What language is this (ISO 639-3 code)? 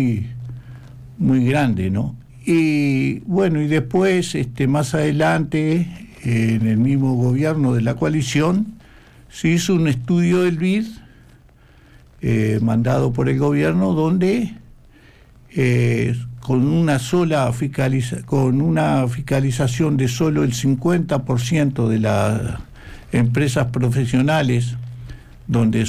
spa